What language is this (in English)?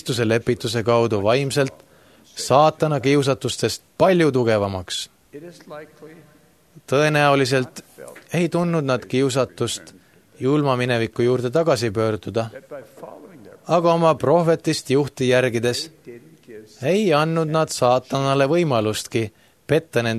Estonian